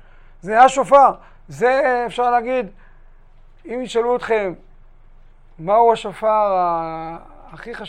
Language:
Hebrew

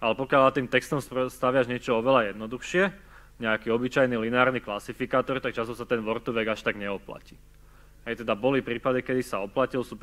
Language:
Slovak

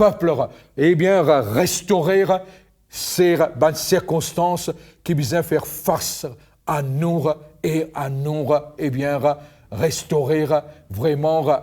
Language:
Morisyen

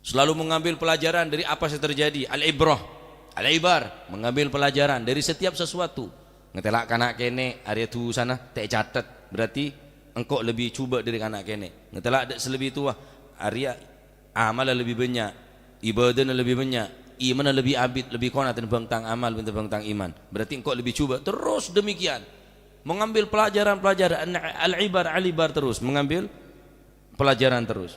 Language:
Madurese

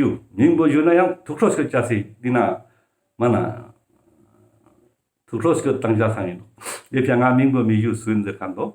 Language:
Ladakhi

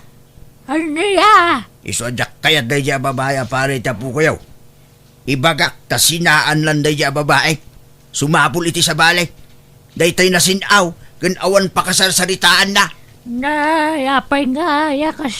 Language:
Iloko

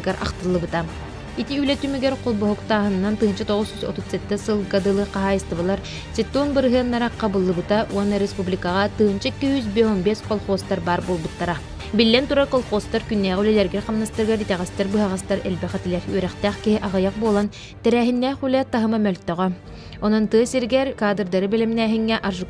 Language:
Yakut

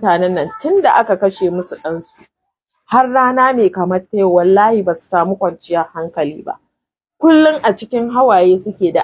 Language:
Hausa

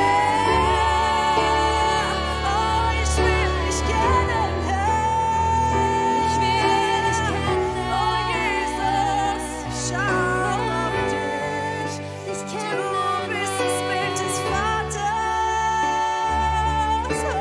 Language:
German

